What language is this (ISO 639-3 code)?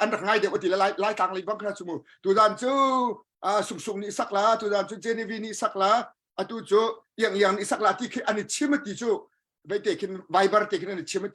cnh